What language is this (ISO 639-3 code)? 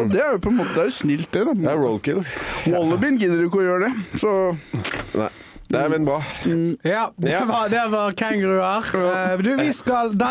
nor